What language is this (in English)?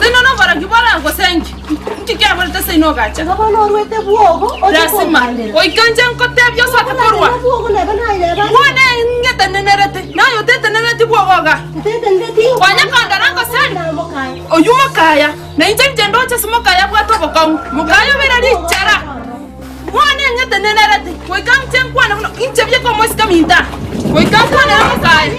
Gusii